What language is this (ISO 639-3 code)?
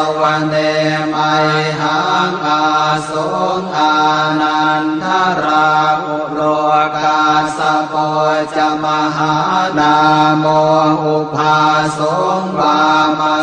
pli